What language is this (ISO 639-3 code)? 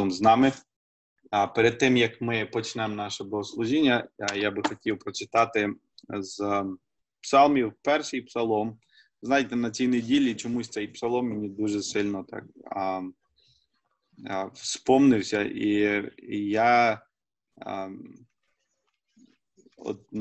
ukr